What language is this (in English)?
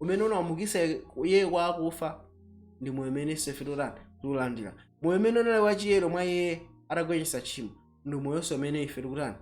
Nyanja